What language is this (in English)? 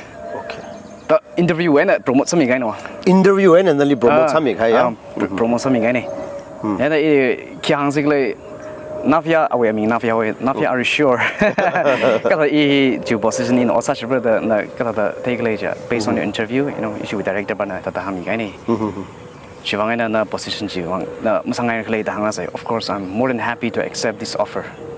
Tangkhul Naga (India)